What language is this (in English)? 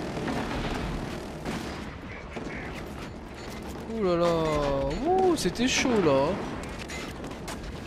French